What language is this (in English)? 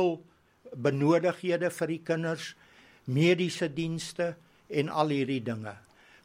Afrikaans